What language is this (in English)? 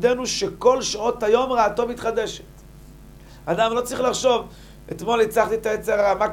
Hebrew